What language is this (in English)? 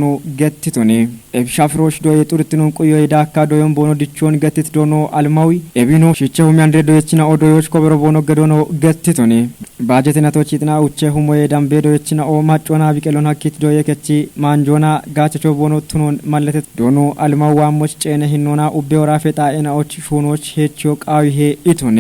Kafa